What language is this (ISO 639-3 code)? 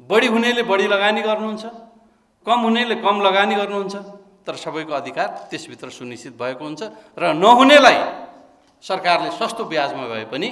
nep